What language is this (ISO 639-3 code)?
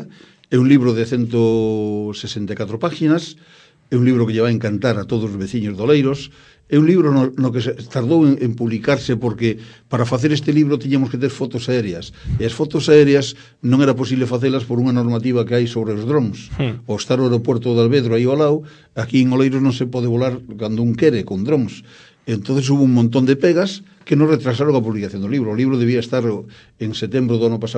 glg